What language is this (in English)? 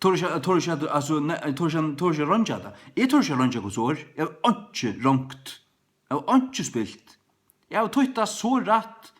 Faroese